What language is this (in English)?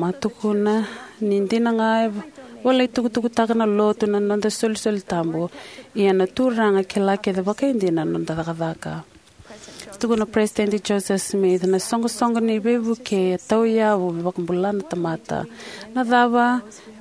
Fijian